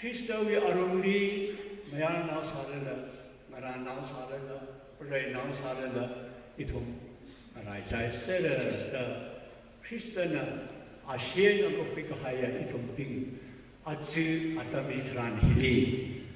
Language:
Tangkhul Naga (India)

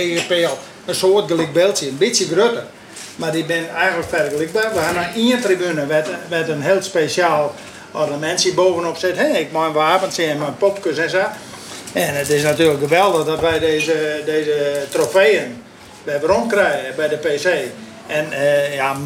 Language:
Western Frisian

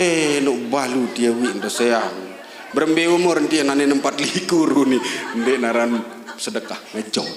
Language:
Sasak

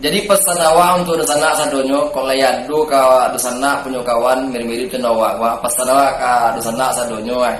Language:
Minangkabau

